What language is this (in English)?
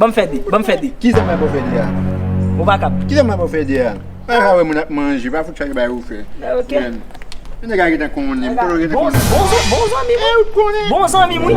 Haitian Creole